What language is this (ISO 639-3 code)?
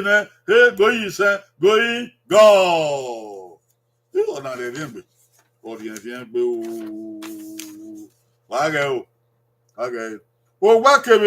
bin